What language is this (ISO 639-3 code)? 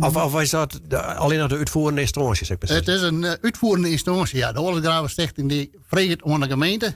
fry